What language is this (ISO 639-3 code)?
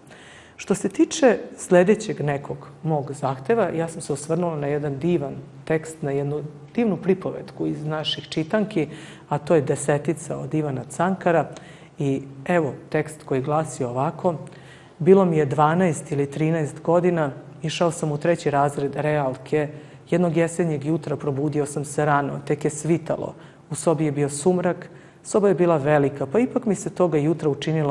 srp